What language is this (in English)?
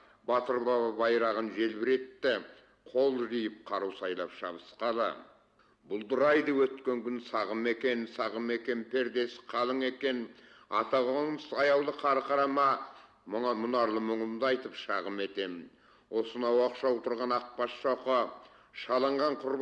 Kazakh